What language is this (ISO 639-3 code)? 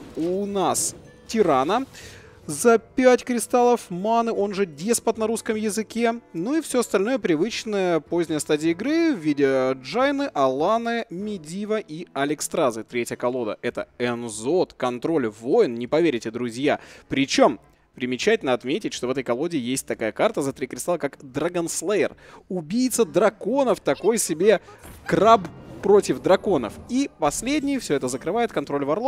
rus